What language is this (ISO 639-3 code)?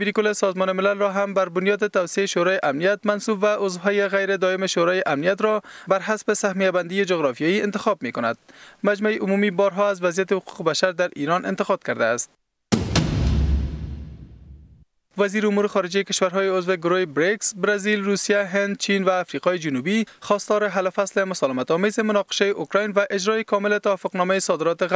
fas